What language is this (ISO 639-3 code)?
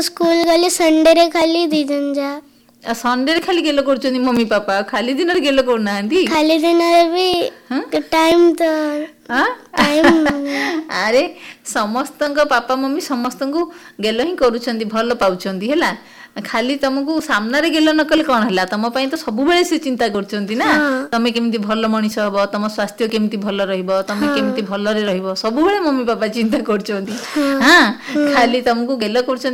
ori